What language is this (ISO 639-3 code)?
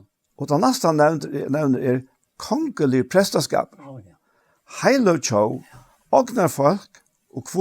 fao